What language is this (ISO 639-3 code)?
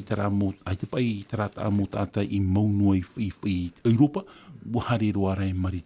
tah